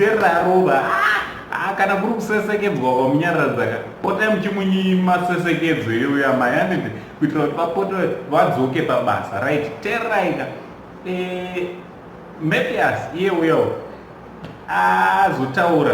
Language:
Shona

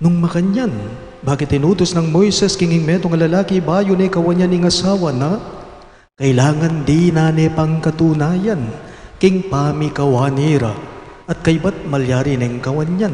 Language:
Pampanga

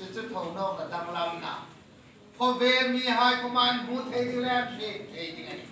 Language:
Hmar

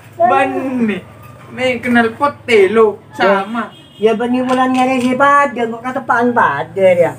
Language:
Madurese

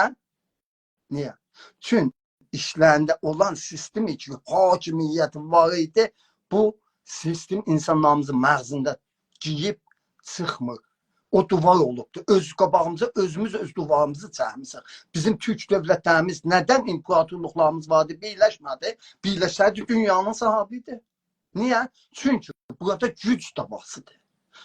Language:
South Azerbaijani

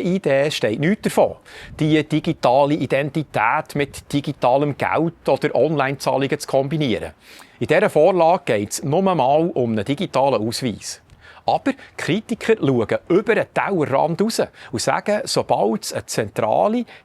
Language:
Swiss German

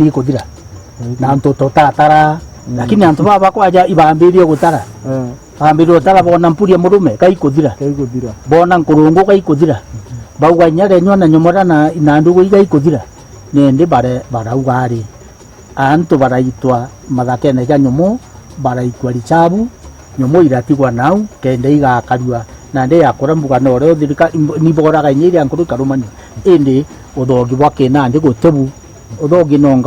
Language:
Meru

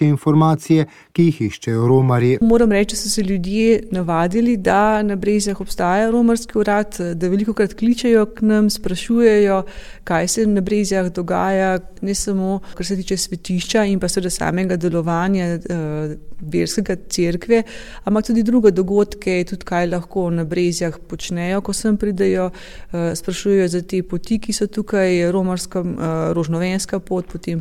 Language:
Slovenian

